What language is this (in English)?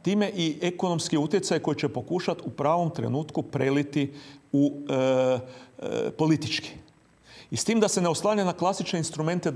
Croatian